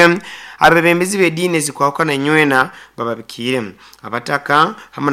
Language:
Nyoro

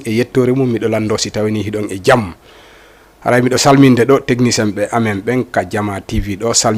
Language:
Fula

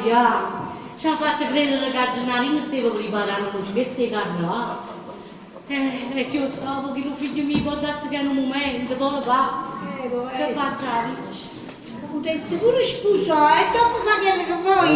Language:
Neapolitan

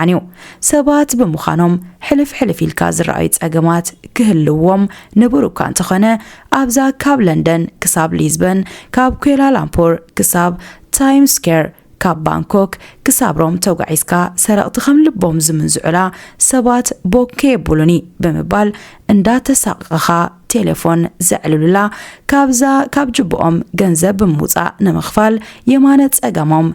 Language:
Tigrinya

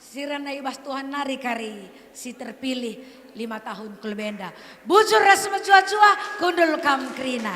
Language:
Batak Karo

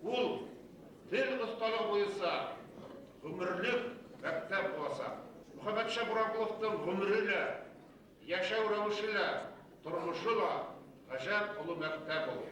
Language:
Bashkir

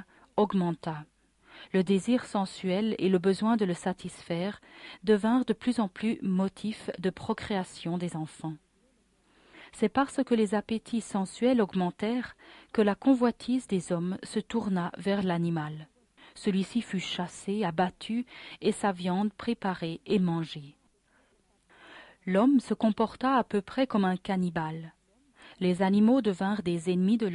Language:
French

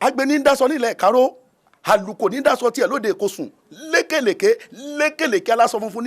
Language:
Yoruba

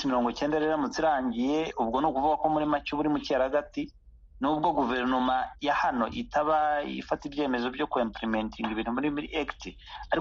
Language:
Kinyarwanda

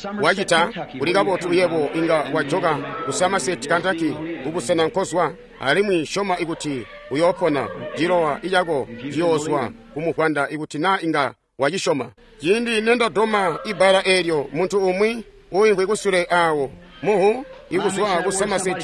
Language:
Tonga (Zambia)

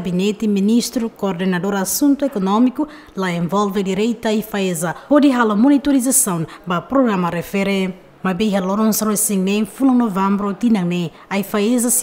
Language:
Tetum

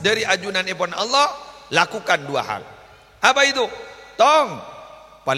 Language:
Madurese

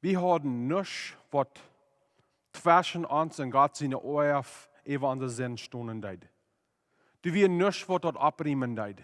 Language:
Plautdietsch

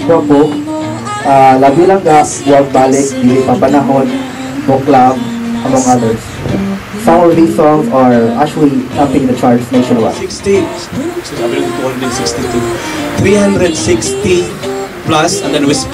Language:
Cebuano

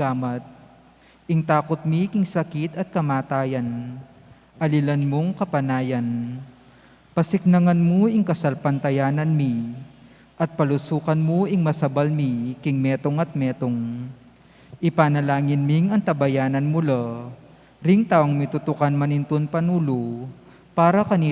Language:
Pampanga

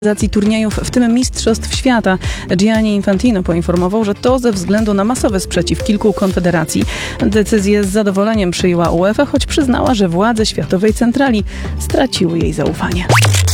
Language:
Polish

